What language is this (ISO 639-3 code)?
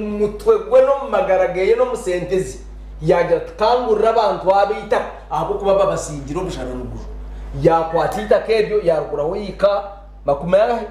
nyn